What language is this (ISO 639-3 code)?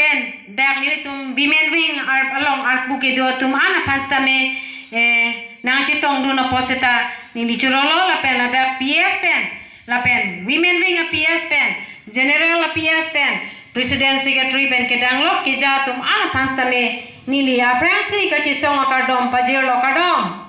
mjw